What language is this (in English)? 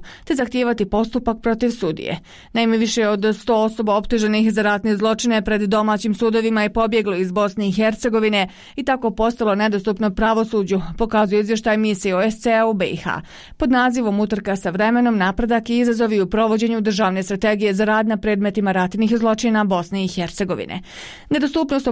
Bosnian